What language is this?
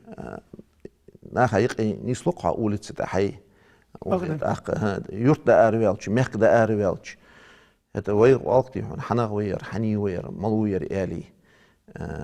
Ingush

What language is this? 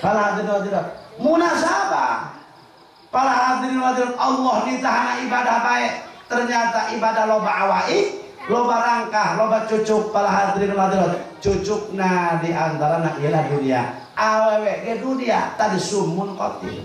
Sundanese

